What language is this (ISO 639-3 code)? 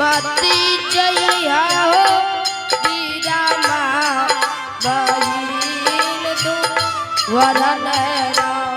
anp